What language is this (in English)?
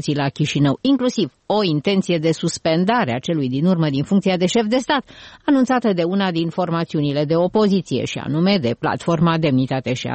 Romanian